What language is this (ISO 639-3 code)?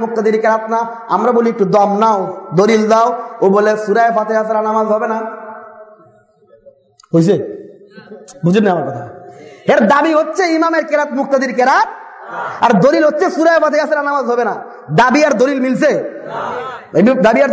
ben